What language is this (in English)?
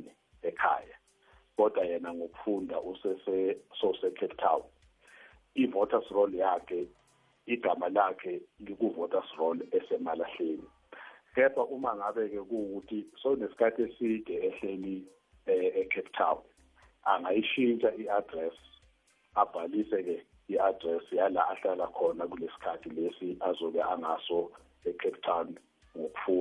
South Ndebele